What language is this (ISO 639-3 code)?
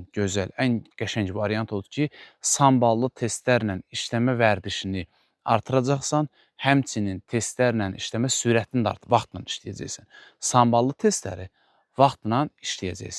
aze